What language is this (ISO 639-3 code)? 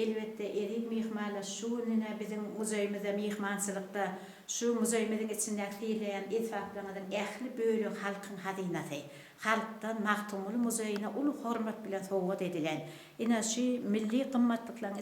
tuk